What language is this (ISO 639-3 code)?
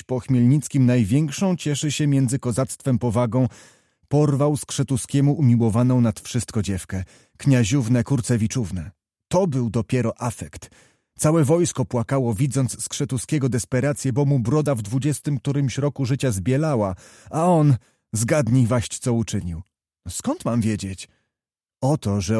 pol